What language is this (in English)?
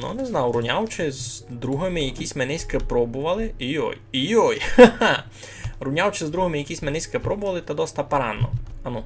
Rusyn